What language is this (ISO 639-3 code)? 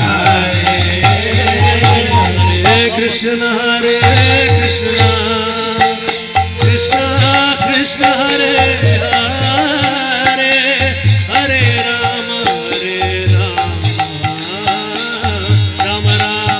kan